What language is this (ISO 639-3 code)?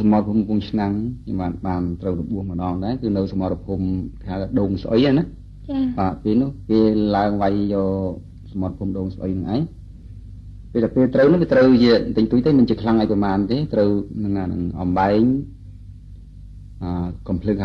khm